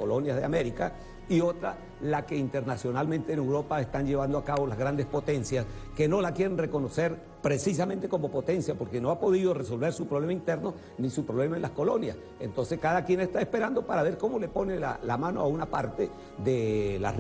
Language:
Spanish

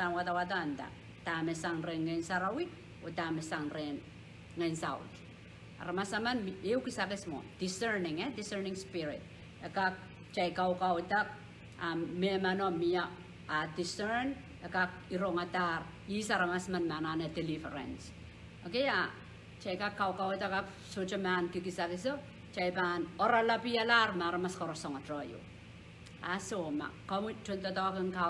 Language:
Pohnpeian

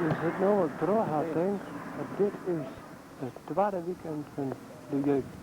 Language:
Western Frisian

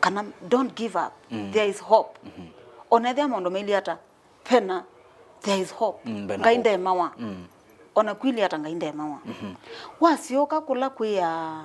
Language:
Kamba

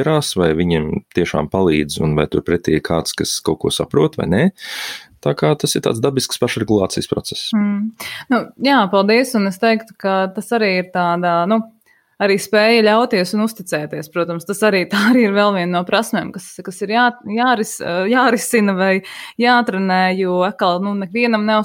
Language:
Latvian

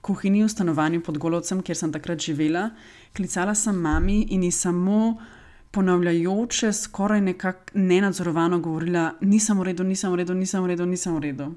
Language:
Slovenian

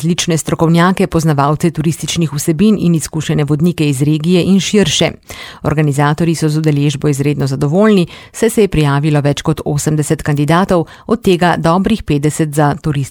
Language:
Slovenian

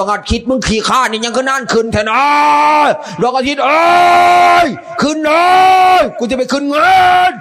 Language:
Northeastern Thai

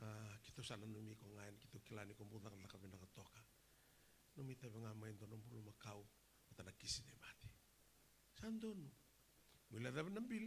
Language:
Fijian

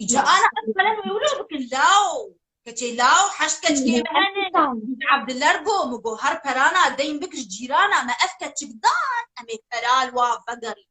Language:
Kurdish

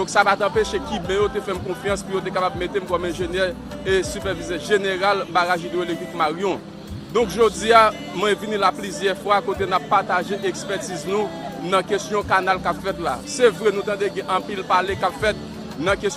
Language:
Haitian Creole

